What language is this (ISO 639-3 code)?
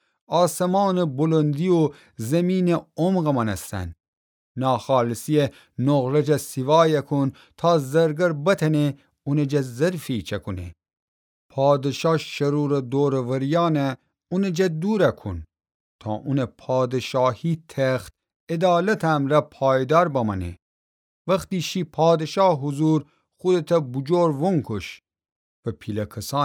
glk